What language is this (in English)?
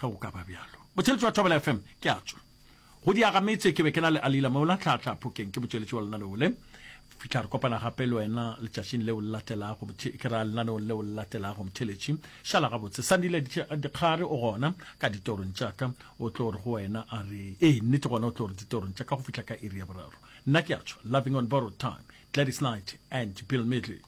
Northern Sotho